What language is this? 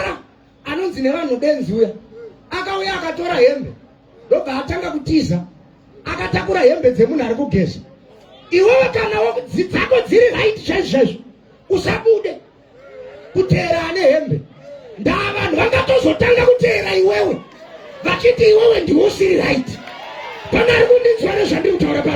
Shona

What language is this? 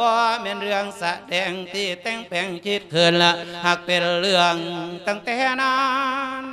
Lao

